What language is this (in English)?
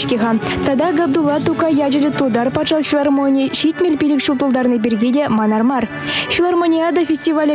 Chuvash